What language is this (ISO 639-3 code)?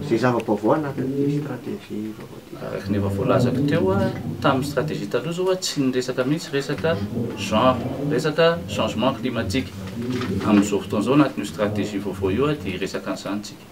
mlg